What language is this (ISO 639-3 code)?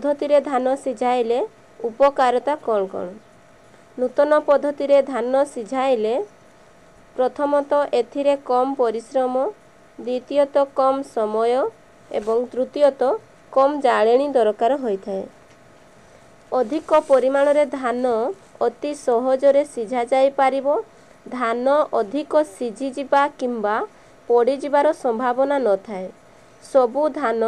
ori